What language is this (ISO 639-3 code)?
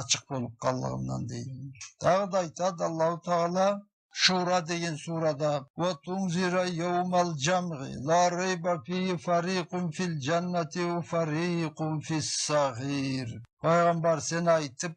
krc